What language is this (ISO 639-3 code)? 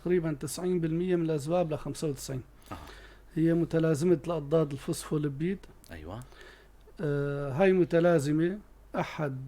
apc